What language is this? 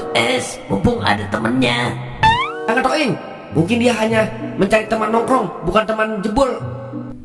Betawi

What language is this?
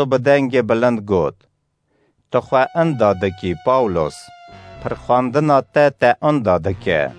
Kurdish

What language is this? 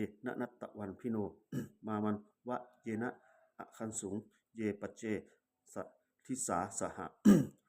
Pali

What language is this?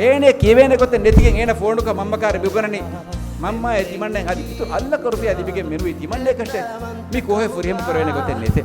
Divehi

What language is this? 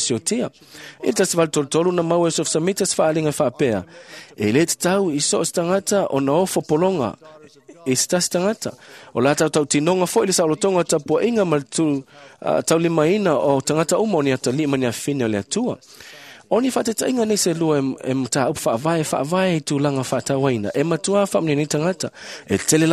Samoan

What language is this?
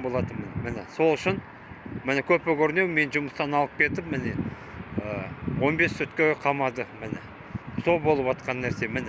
Kazakh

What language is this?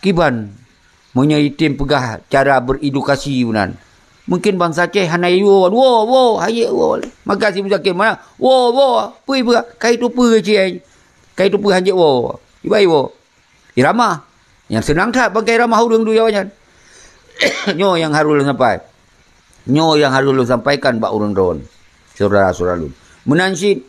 Achinese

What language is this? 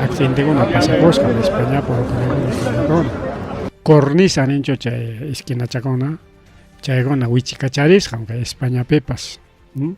Ayacucho Quechua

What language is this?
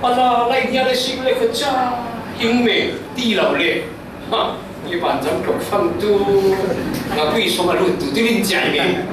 Falam Chin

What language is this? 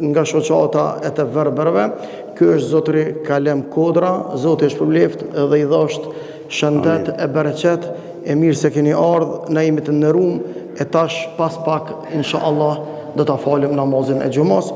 Albanian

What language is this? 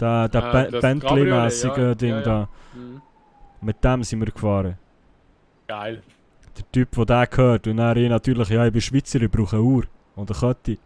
Swiss German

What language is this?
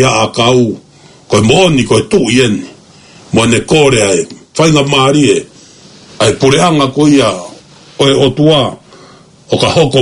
Tongan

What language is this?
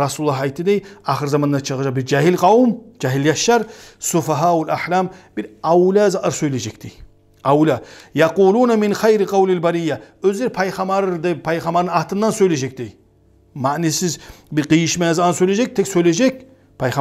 Kumyk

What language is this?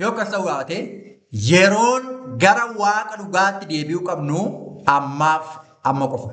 Oromo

